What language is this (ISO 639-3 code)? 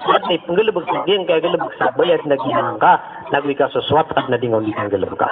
mrw